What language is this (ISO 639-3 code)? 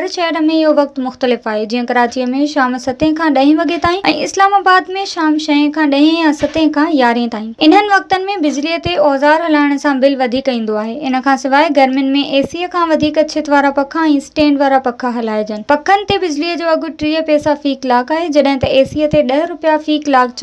snd